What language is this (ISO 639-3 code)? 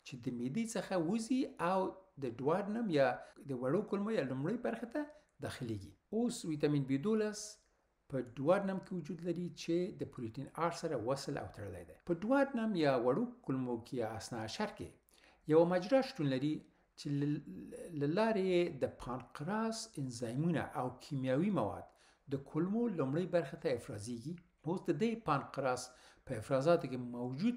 pus